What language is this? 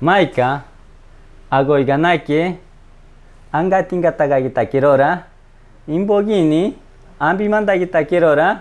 Machiguenga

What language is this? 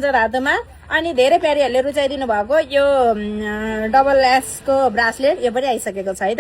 Nepali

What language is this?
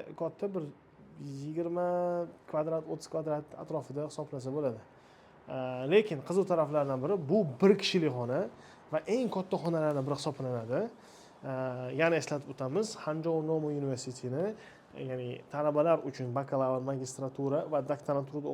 Uzbek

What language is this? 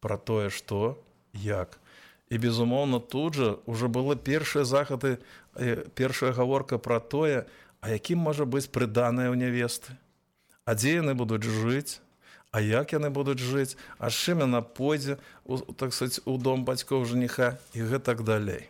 Belarusian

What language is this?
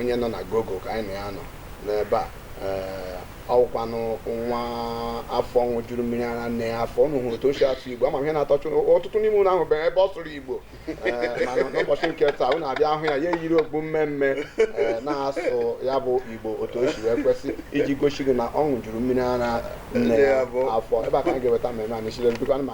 Igbo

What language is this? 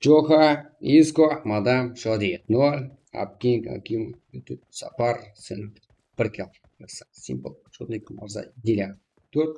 Kara-Kalpak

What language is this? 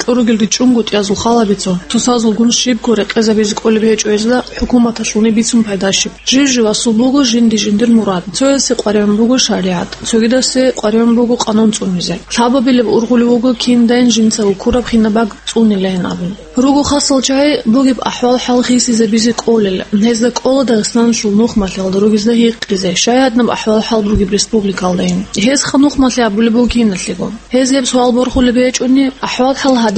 Avaric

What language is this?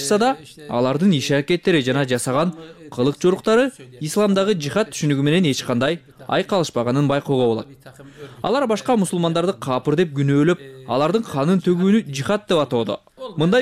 Kyrgyz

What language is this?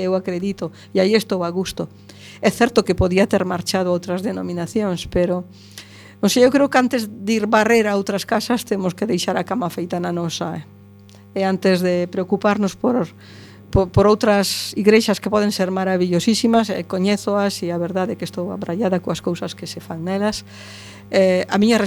Galician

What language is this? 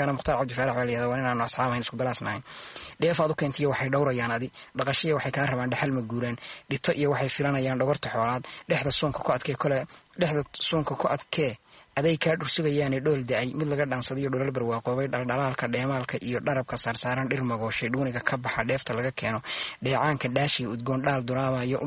Somali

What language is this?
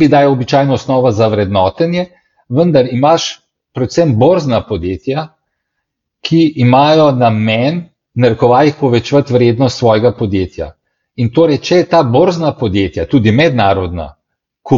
Slovenian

